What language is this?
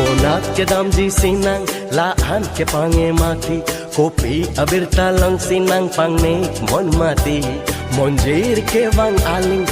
Karbi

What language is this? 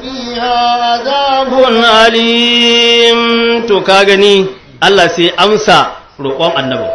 Hausa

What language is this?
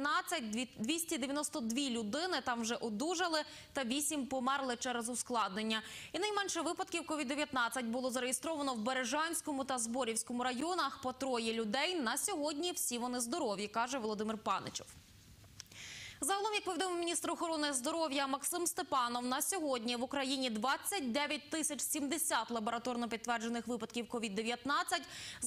Ukrainian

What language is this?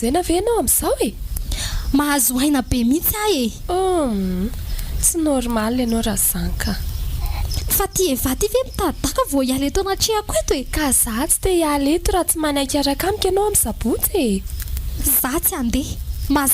Malagasy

